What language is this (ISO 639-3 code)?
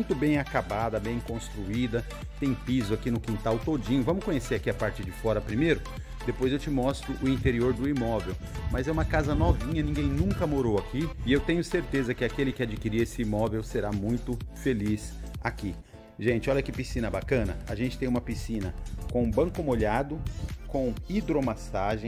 por